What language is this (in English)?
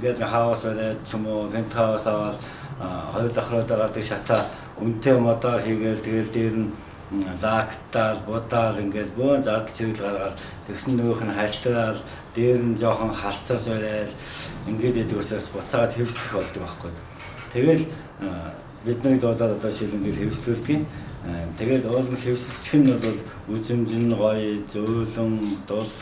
Mongolian